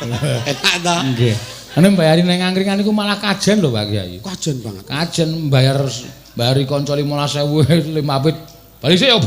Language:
Javanese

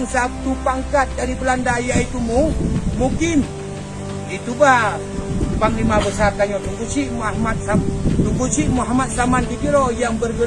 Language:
Achinese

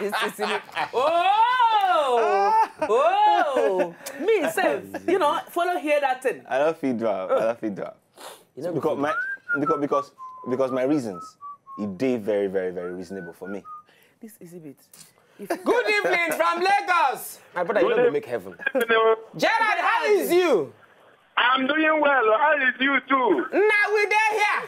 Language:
Nigerian Pidgin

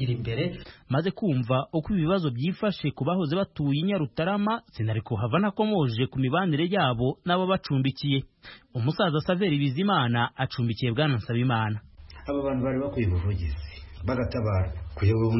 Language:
Kinyarwanda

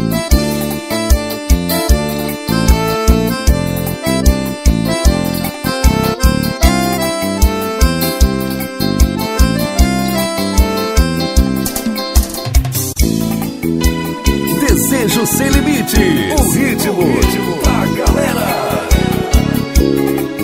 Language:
Portuguese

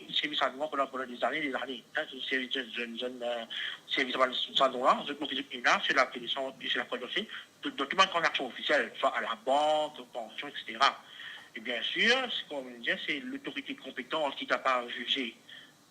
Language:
Morisyen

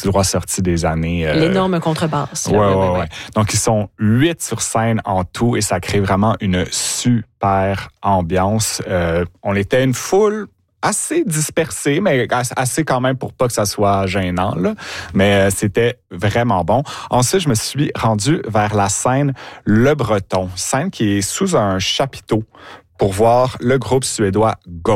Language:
French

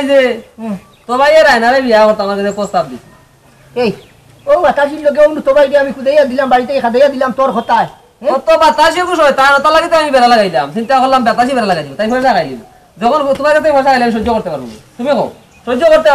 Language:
Sylheti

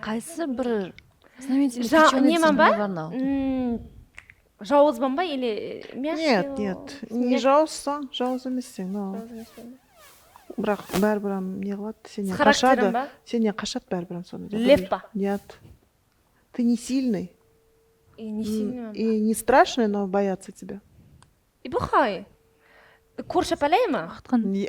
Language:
Kara-Kalpak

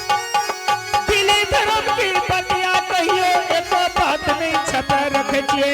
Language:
Angika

